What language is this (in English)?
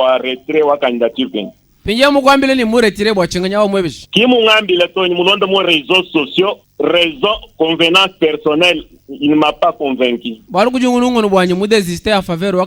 Luba-Lulua